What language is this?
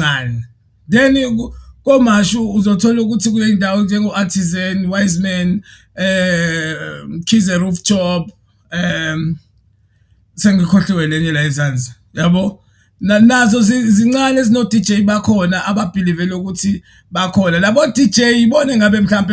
Zulu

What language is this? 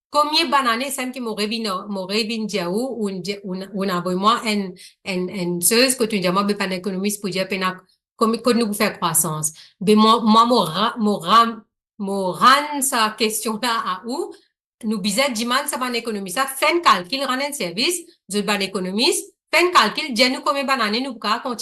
Morisyen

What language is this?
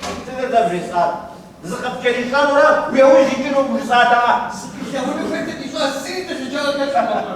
Kabardian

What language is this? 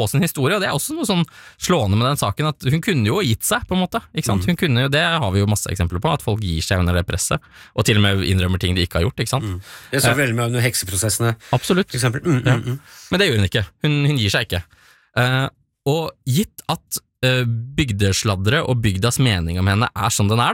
Norwegian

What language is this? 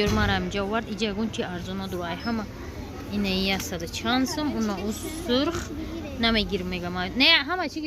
Tajik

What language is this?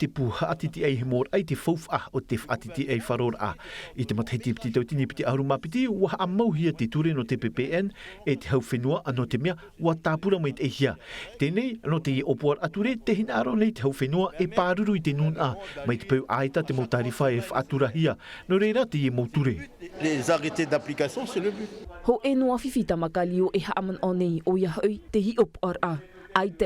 Tahitian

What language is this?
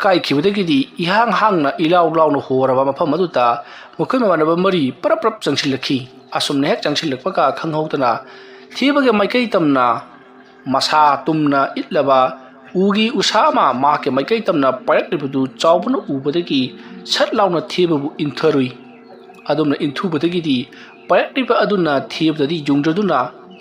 Manipuri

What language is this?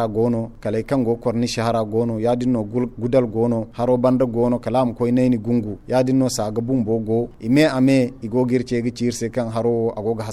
Zarma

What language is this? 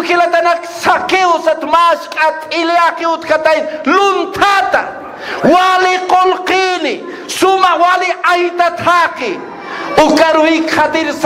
Aymara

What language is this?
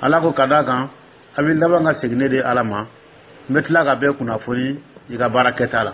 Dyula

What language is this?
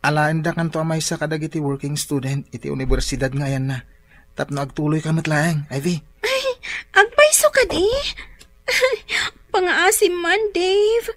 Iloko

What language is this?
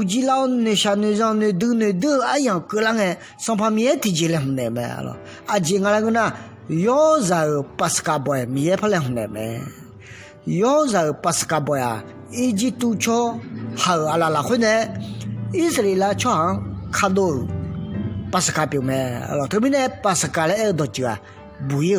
Akha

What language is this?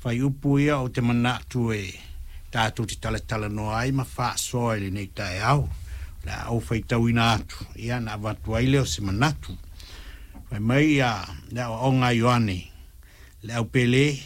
Samoan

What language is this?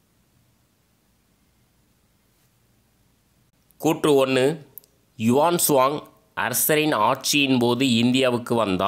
Tamil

